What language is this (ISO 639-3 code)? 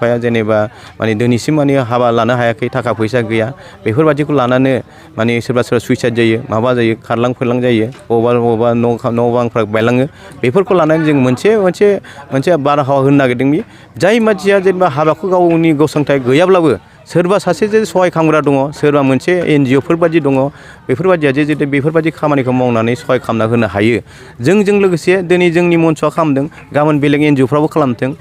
brx